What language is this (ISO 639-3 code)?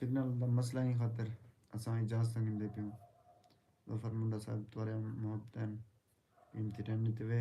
skr